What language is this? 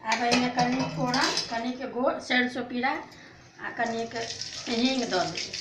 Maithili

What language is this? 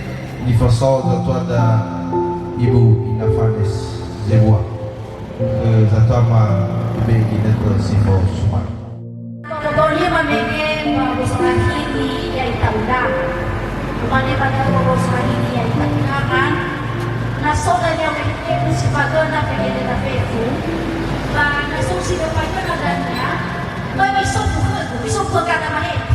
Nias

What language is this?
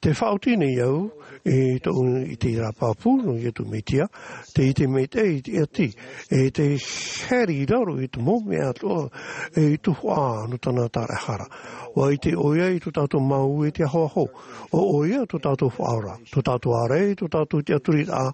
Tahitian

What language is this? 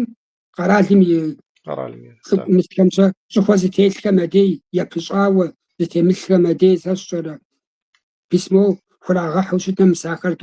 Kabardian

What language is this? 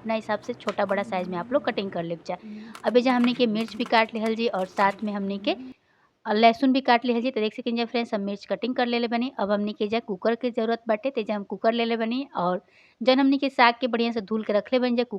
Bhojpuri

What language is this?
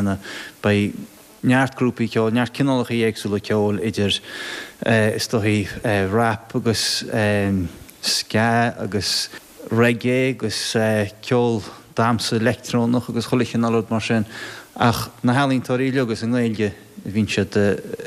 Irish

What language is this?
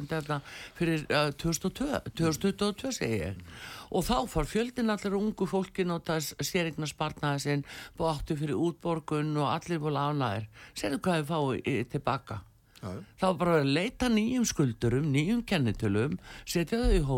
Icelandic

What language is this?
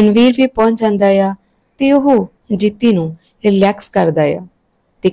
Punjabi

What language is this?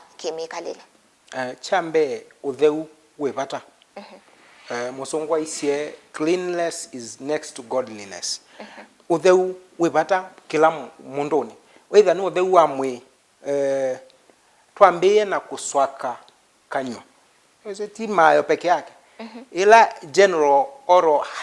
Kamba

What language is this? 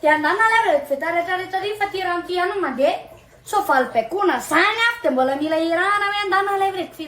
Malagasy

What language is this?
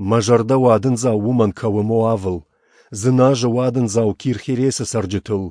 Ossetic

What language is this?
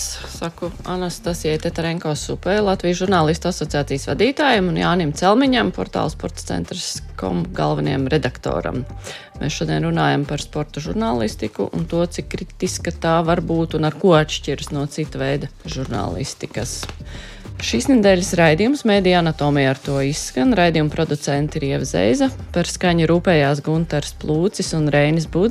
Latvian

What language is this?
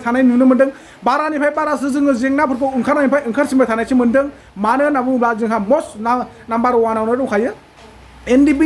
Bodo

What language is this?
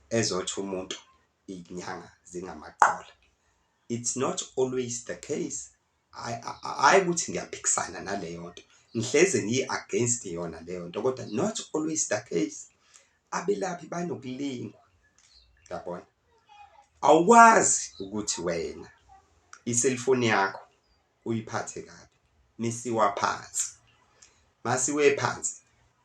Zulu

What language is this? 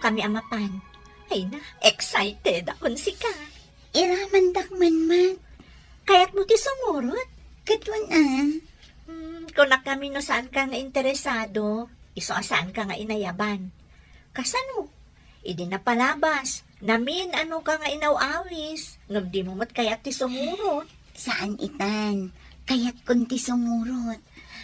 Iloko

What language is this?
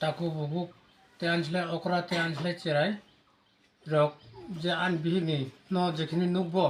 Kok Borok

